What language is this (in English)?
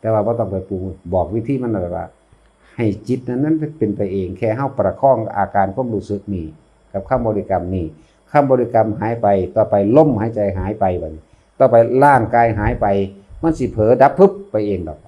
Northeastern Thai